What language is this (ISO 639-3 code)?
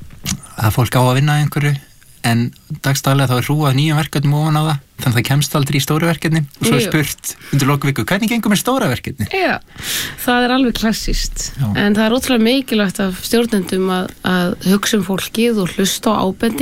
isl